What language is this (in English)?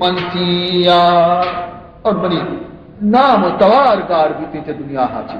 Baluchi